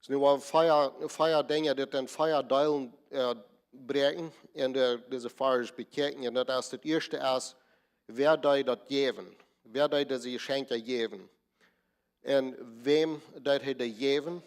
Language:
Plautdietsch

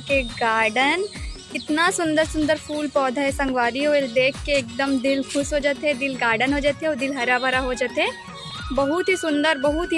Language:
Chhattisgarhi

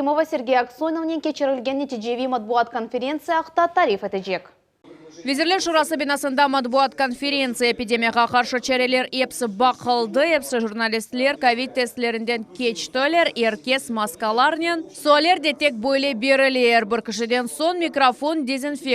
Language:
Crimean Tatar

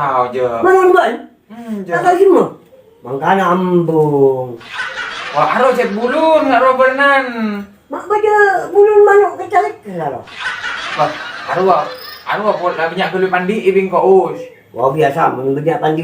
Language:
Madurese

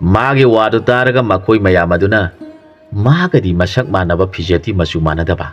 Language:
Manipuri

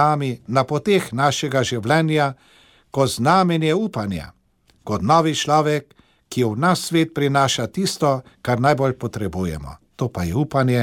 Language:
Slovenian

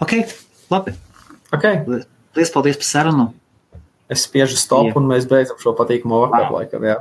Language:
Latvian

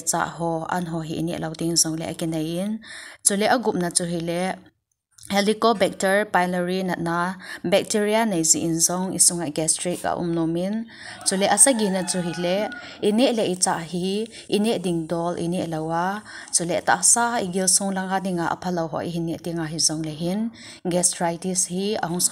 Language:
Thado Chin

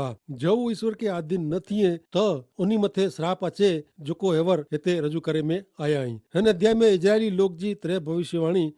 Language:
Kachhi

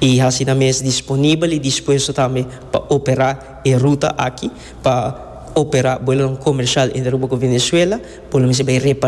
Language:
Papiamento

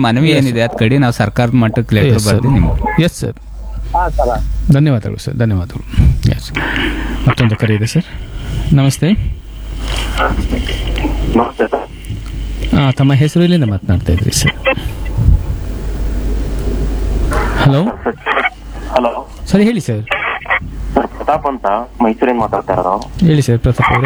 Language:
Kannada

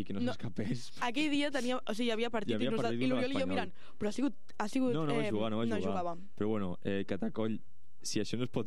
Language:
Catalan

